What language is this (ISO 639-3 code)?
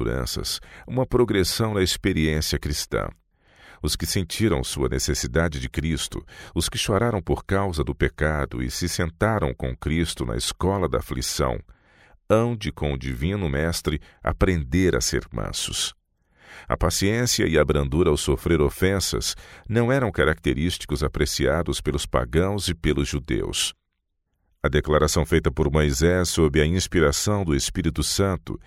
por